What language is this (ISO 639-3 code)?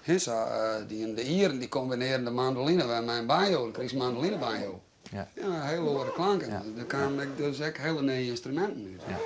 fry